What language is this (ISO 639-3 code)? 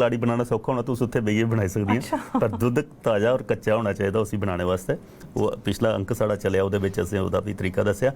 doi